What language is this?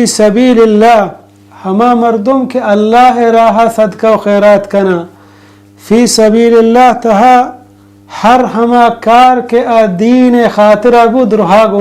Baluchi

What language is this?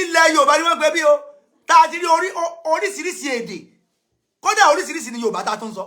Yoruba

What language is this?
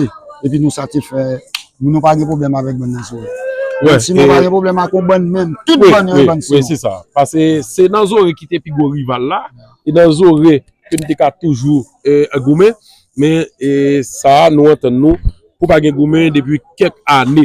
Haitian Creole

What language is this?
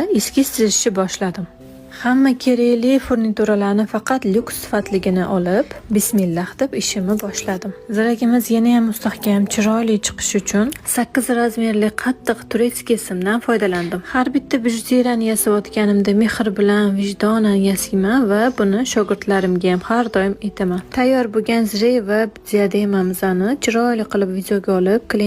Uzbek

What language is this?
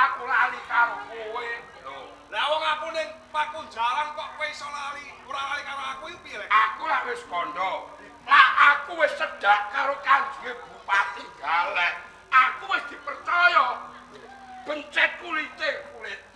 Javanese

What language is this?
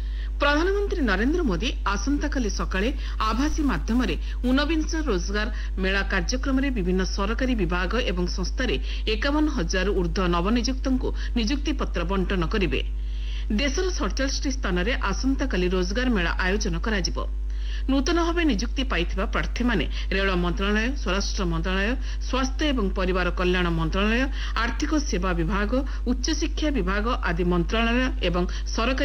Odia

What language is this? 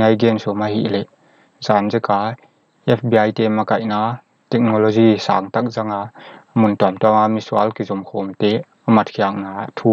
Paite Chin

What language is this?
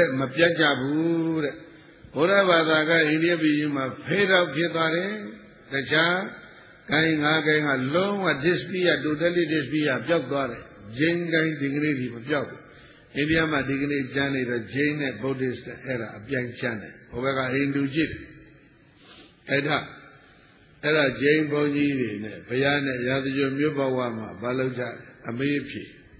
Burmese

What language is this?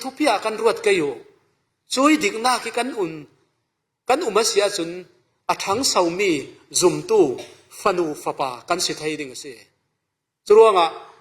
Falam Chin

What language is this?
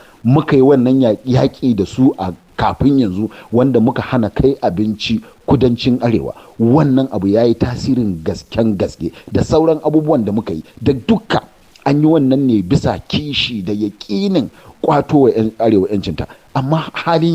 Hausa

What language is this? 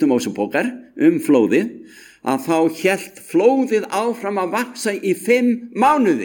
Icelandic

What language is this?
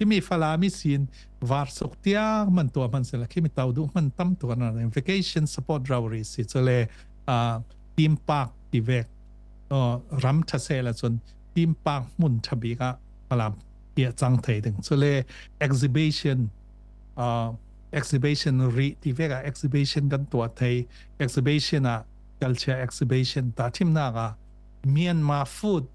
Falam Chin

